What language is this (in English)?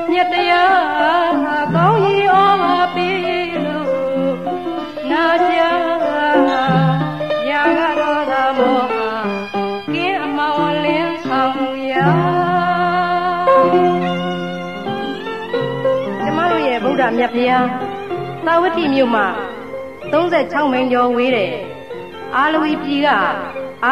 Burmese